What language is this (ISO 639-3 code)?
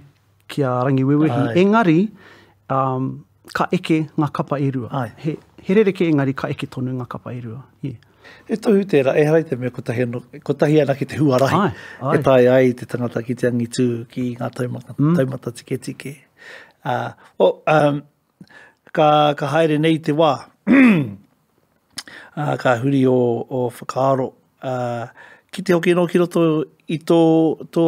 mri